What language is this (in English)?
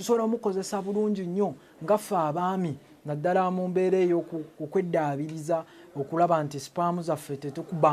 Ganda